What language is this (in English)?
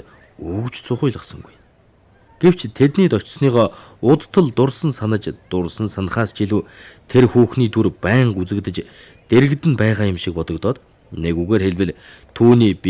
Mongolian